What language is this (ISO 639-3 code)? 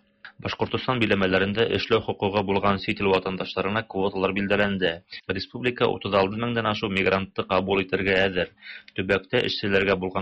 tat